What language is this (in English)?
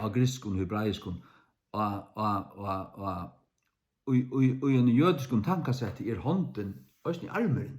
Faroese